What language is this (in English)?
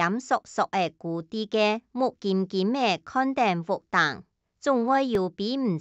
Hakka Chinese